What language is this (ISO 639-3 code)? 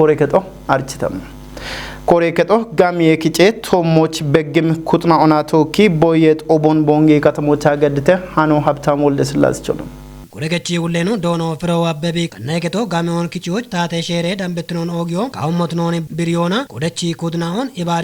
kbr